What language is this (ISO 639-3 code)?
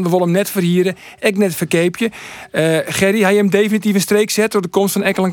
fry